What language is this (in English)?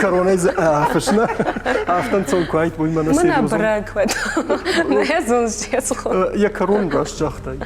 Ossetic